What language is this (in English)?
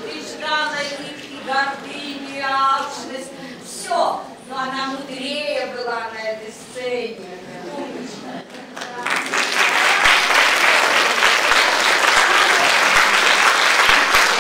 Russian